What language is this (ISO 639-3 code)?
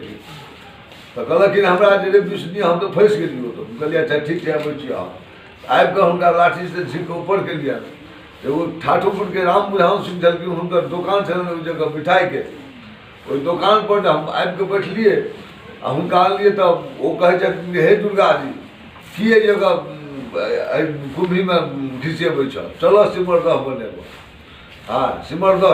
mai